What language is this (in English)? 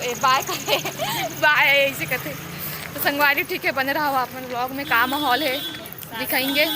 Chhattisgarhi